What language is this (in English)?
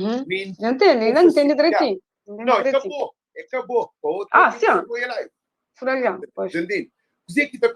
Kabuverdianu